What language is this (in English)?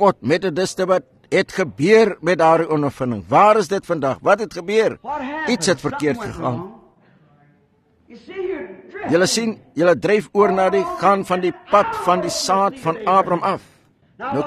Afrikaans